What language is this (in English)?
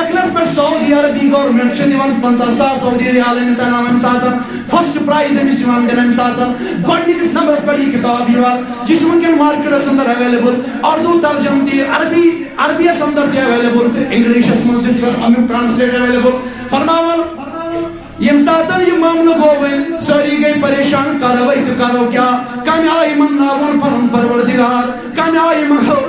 Kashmiri